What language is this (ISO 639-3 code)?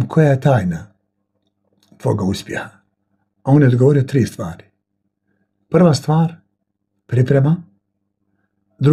bos